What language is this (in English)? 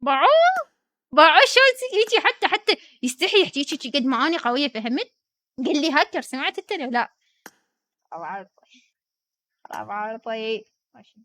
Mesopotamian Arabic